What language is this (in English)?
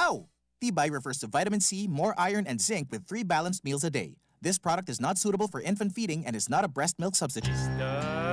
Bikol